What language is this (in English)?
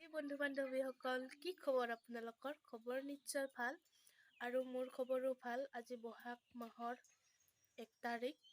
Assamese